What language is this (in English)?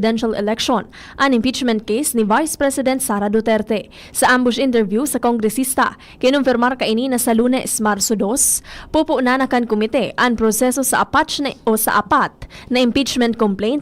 Bikol